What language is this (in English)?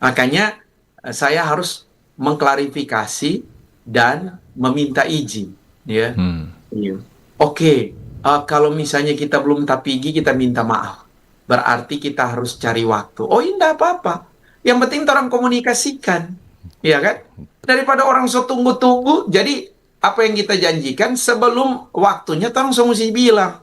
Manado Malay